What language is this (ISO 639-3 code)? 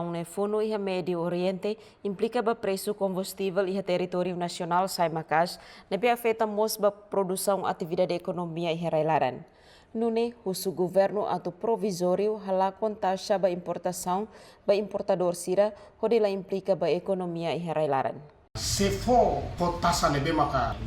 tet